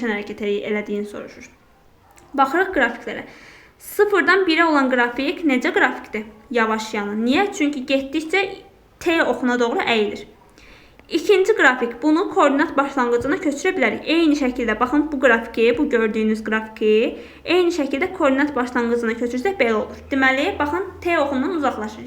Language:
Azerbaijani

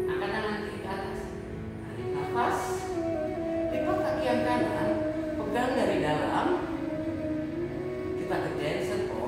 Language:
Indonesian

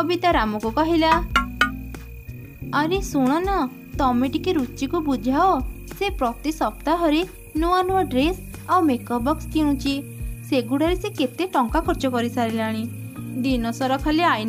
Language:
Odia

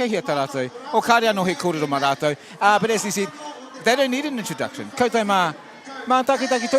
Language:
Māori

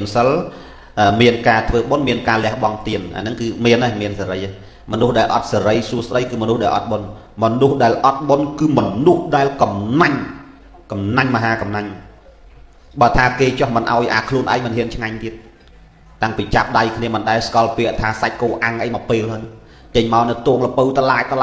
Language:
Khmer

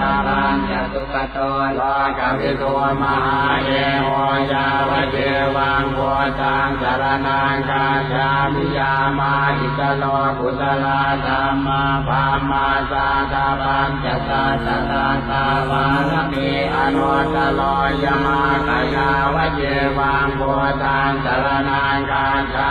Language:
Pali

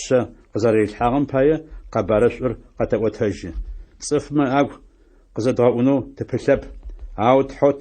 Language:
Adyghe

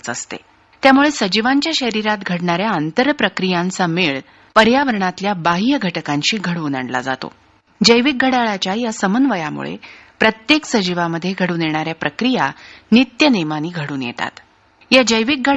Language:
Marathi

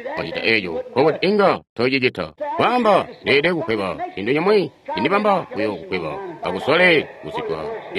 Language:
Tonga (Zambia)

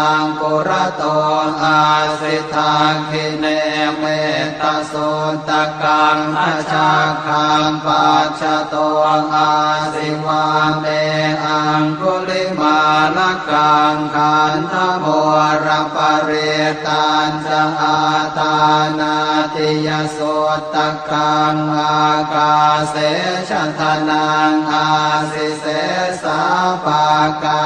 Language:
Pali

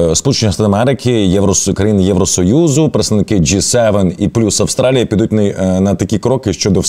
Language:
Ukrainian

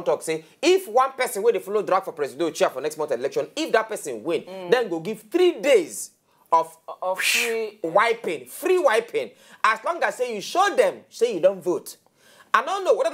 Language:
Nigerian Pidgin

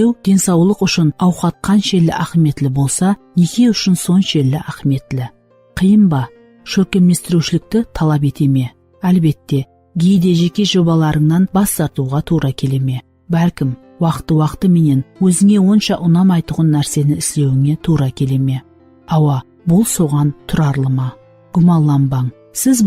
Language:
Kara-Kalpak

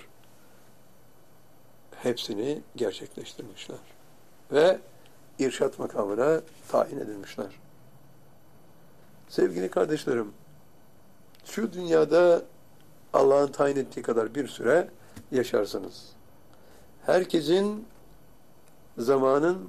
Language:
Turkish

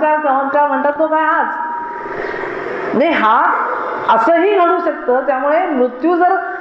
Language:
Marathi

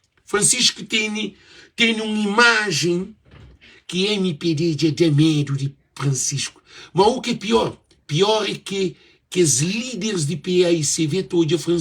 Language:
Kabuverdianu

